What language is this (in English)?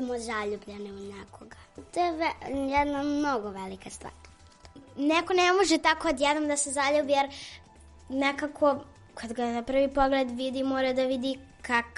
Serbian